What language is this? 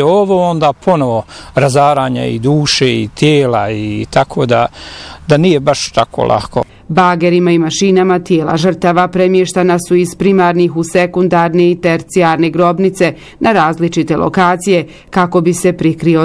Bosnian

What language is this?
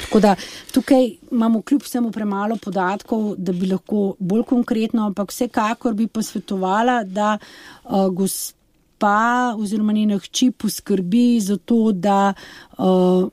Slovenian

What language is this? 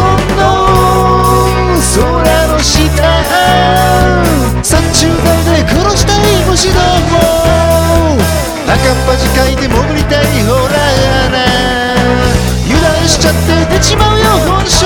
Japanese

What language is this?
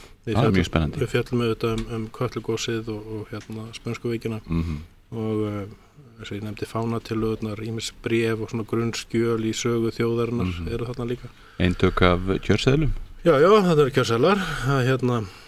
Icelandic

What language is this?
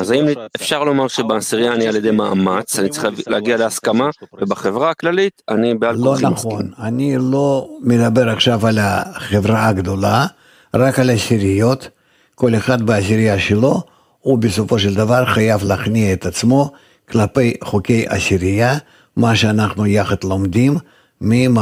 Hebrew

